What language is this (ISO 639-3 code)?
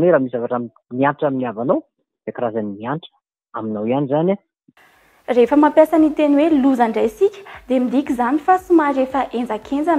mlg